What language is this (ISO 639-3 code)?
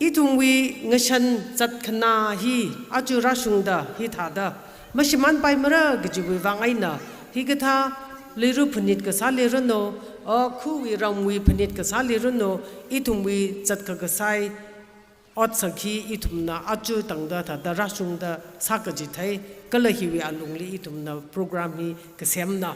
nmf